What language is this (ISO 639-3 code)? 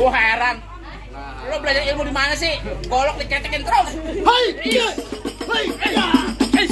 bew